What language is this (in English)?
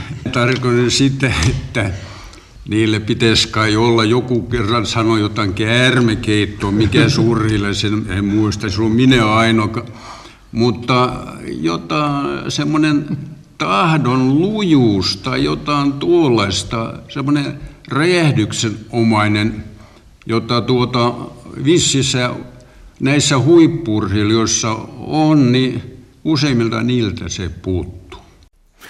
Finnish